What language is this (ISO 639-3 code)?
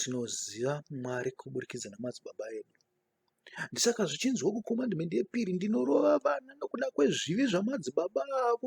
sna